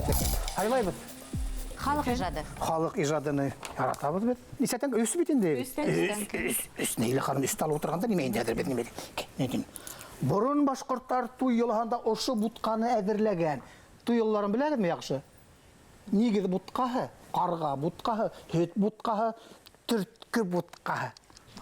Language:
Bashkir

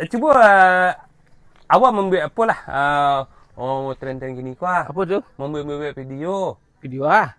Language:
Minangkabau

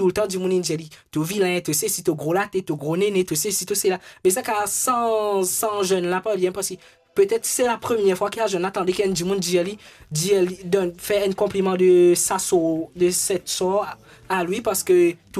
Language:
Morisyen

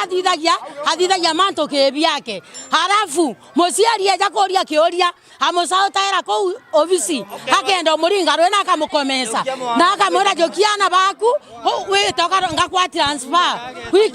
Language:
Meru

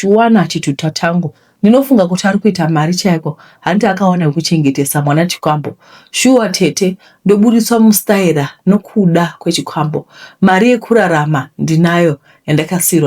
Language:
Shona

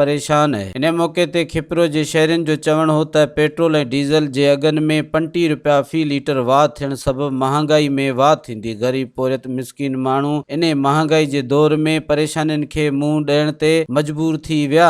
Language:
Sindhi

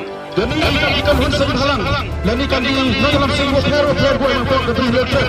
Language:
Khasi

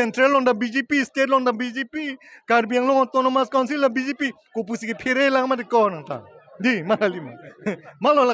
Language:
Karbi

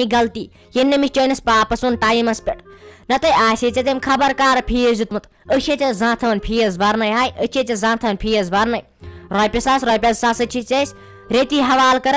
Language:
Kashmiri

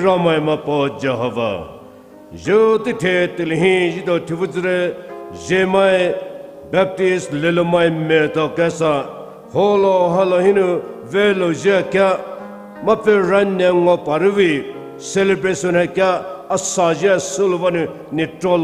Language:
Poumei Naga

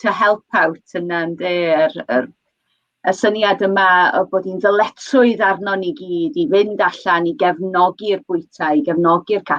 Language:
Welsh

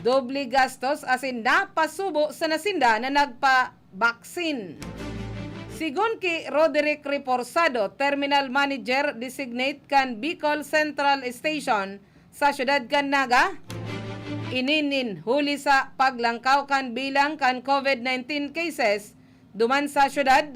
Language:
Bikol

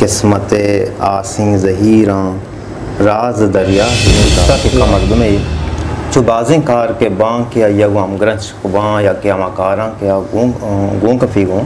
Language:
Baluchi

